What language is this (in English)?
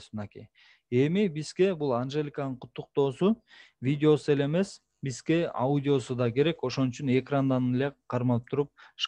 Kyrgyz